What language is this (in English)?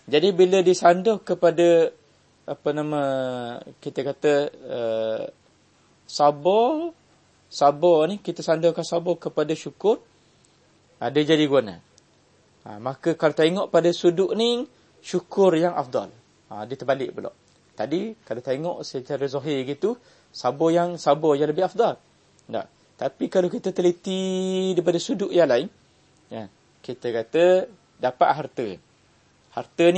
Malay